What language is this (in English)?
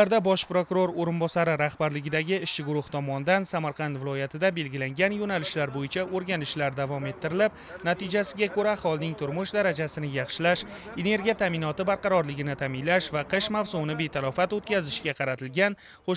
Uzbek